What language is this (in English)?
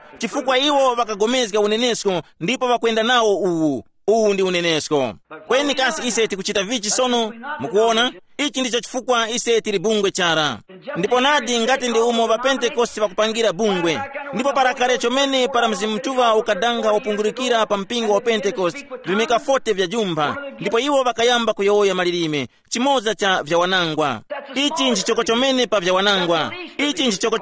Tumbuka